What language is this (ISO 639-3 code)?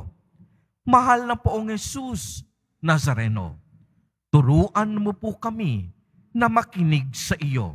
fil